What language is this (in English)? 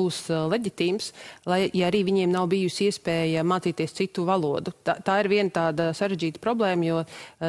Latvian